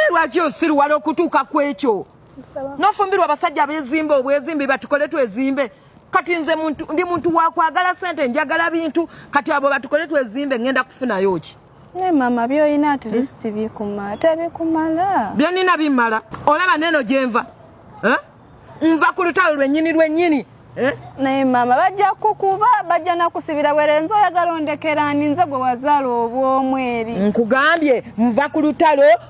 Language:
Ganda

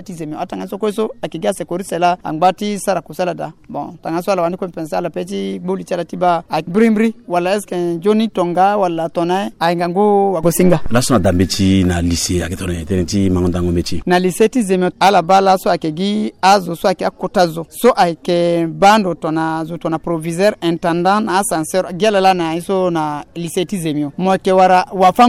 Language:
Sango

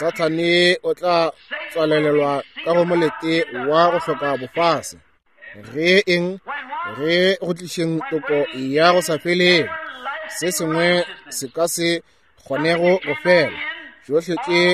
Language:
Northern Sotho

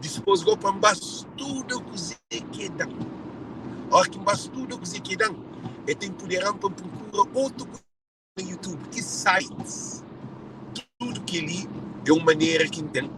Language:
Kabuverdianu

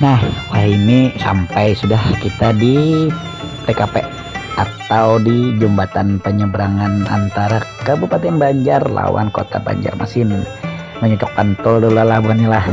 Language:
Banjar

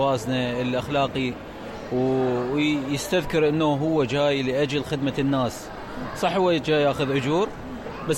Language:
Mesopotamian Arabic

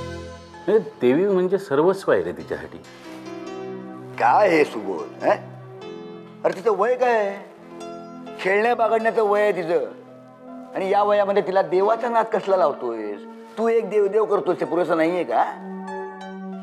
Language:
Marathi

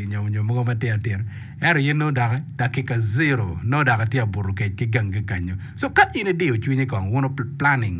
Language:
Acoli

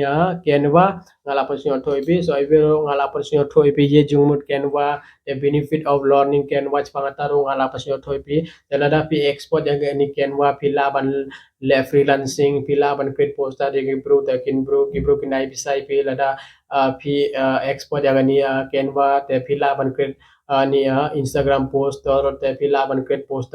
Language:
Khasi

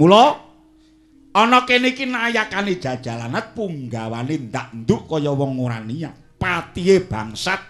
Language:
Javanese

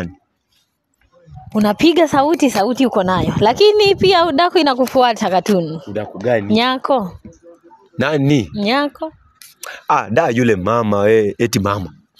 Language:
Swahili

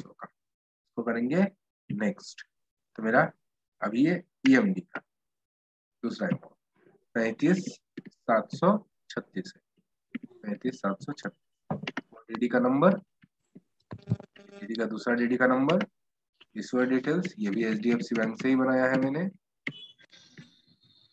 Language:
Hindi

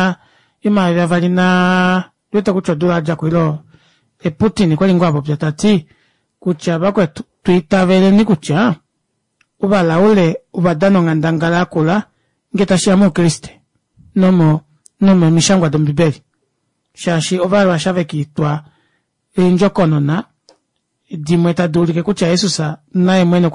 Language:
Kuanyama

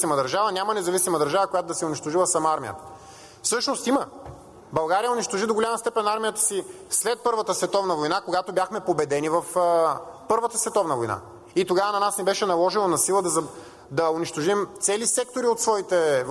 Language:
Bulgarian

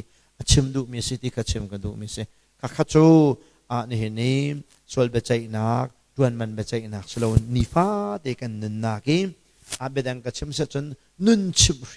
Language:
Hakha Chin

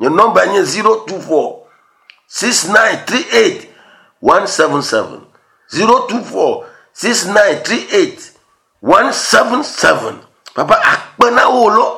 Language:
Ewe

